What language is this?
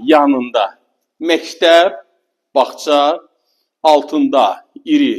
Azerbaijani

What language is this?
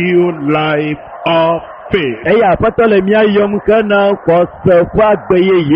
Ewe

